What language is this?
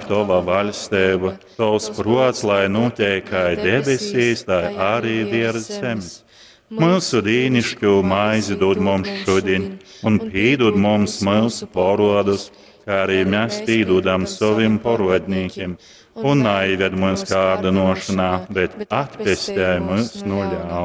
Latgalian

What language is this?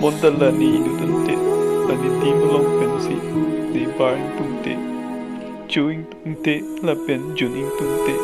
Karbi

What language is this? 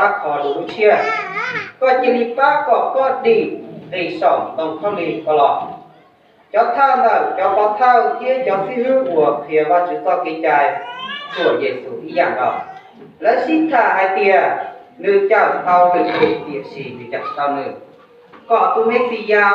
Hmong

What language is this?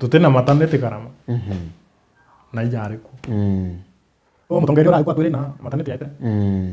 Meru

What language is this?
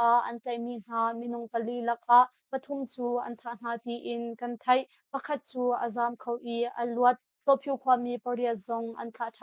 Hakha Chin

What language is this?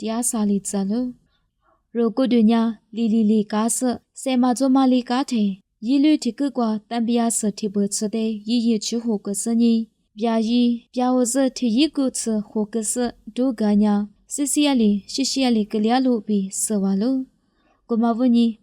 Lisu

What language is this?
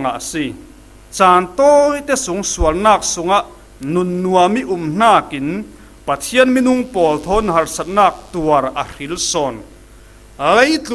Falam Chin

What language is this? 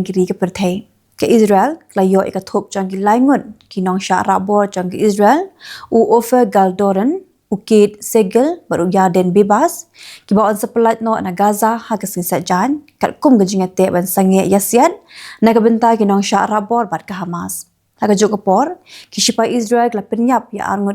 Khasi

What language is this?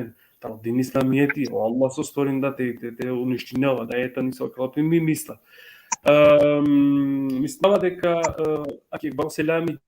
Balkan Romani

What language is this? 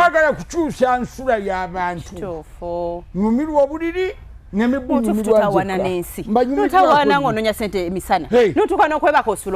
Ganda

